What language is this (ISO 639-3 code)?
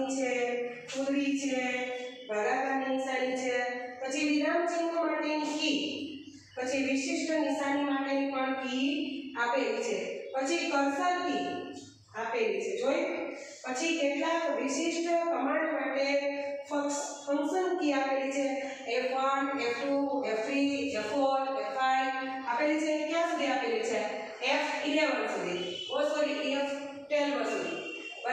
guj